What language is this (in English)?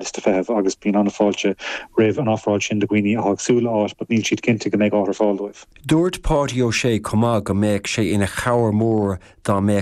Irish